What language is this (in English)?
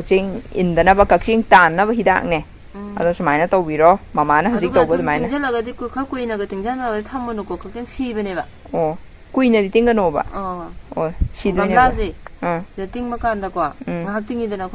Manipuri